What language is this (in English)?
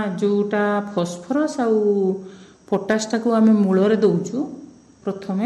Odia